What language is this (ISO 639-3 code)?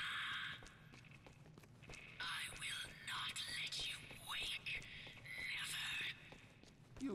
eng